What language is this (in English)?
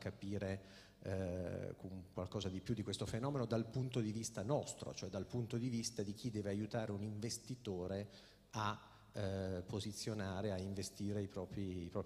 Italian